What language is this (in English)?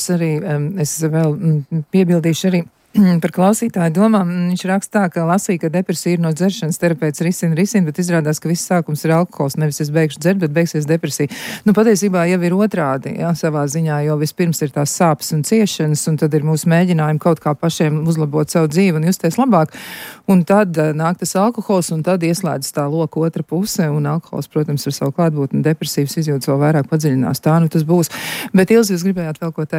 Latvian